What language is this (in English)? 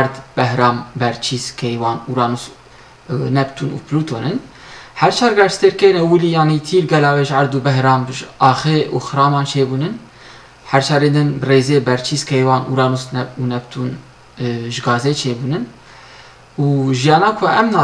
Kurdish